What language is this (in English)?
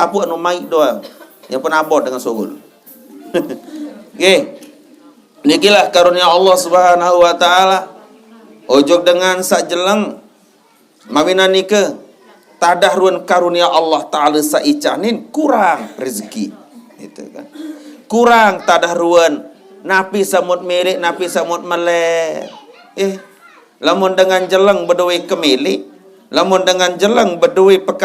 Sasak